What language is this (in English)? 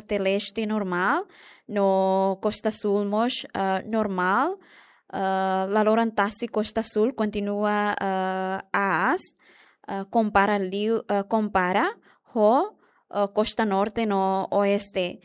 Tetum